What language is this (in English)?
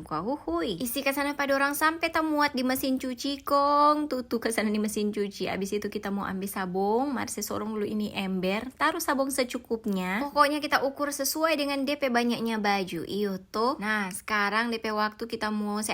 Manado Malay